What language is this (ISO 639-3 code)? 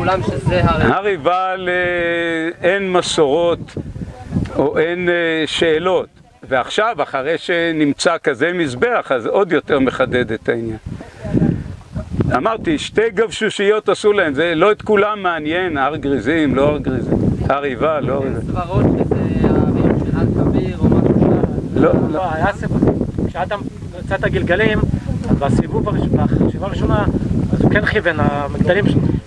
heb